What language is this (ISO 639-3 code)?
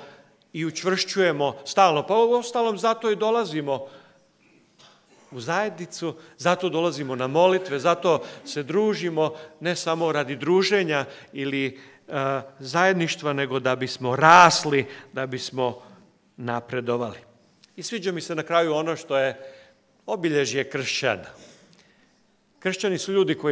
hrv